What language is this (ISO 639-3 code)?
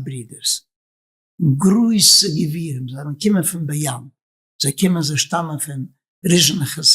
yid